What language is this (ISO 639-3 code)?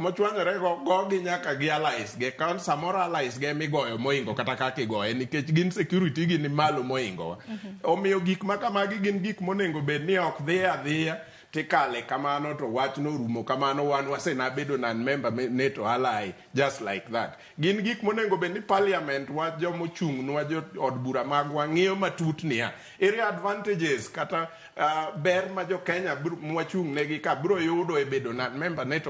luo